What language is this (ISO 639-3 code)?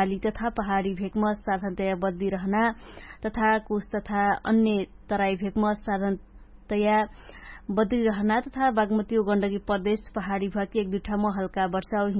thl